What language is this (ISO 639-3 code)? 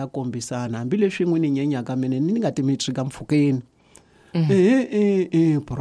tso